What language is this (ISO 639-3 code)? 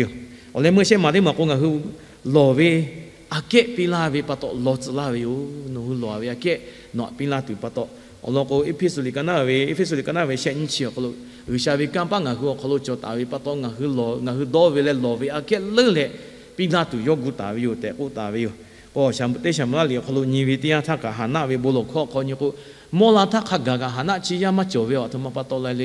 lhu